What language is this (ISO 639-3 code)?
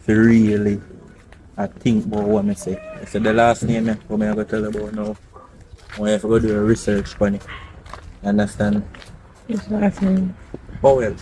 jam